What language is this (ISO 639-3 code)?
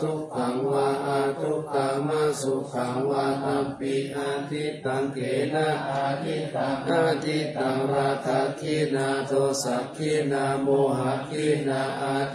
pli